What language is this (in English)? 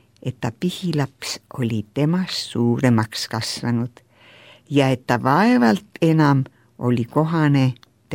Estonian